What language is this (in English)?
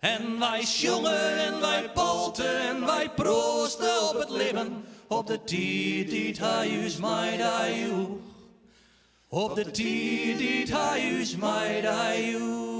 Western Frisian